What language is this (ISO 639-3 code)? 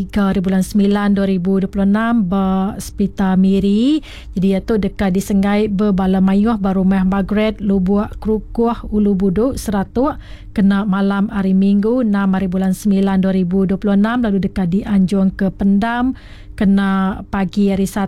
iba